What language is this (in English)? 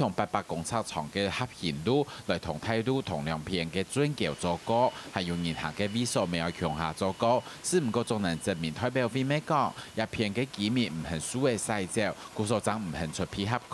Hakka Chinese